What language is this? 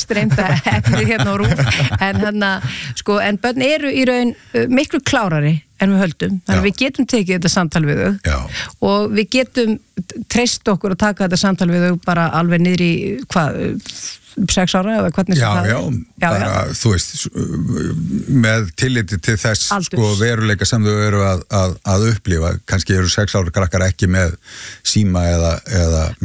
Icelandic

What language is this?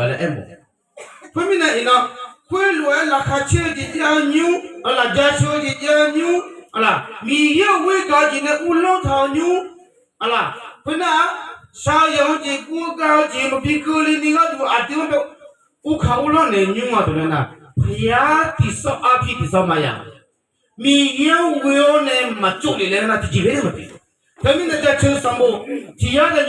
Akha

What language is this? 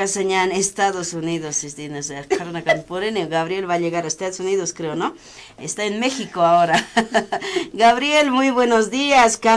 Aymara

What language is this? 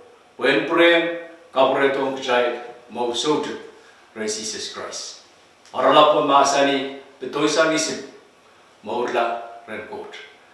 Pohnpeian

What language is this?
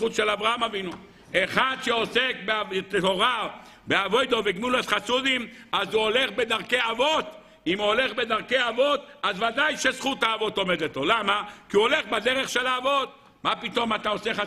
Hebrew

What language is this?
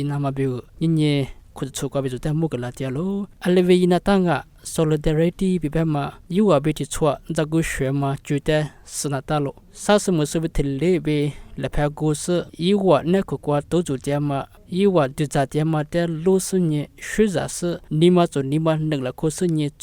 Lisu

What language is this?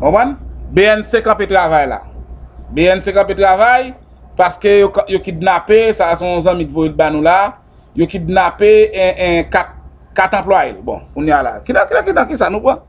Haitian Creole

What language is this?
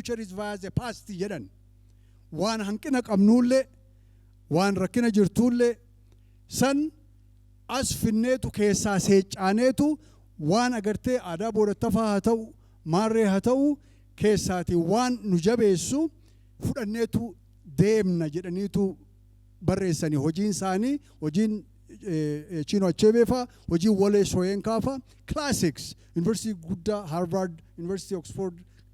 Oromo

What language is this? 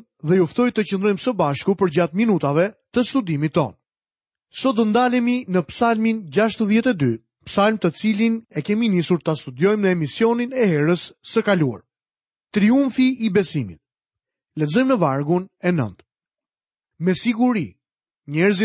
Albanian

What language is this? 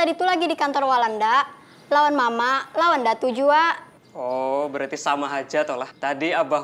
Banjar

